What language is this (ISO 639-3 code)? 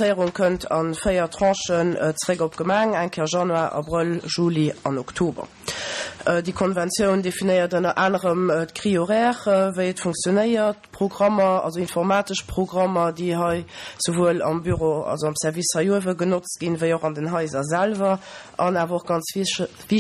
ltz